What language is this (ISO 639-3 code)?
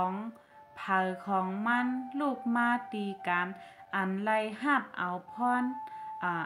shn